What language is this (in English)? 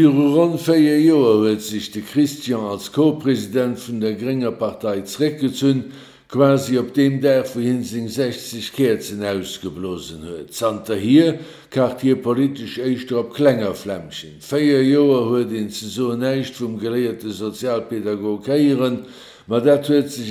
Luxembourgish